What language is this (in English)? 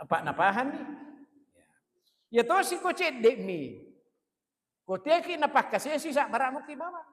Buginese